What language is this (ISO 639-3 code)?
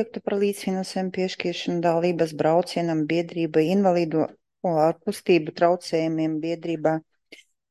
lav